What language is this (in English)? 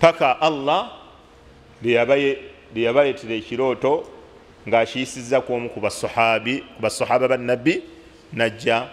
Ganda